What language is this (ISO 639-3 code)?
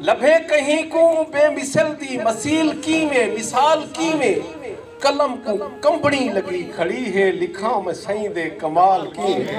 skr